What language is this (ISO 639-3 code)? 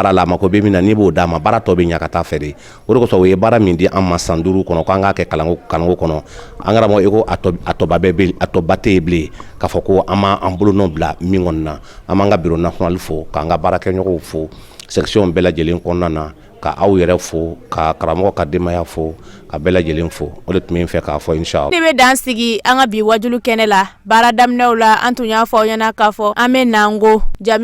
bam